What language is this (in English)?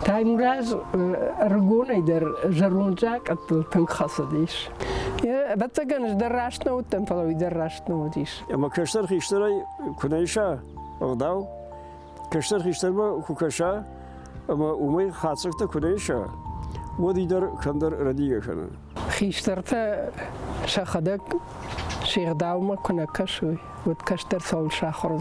Ossetic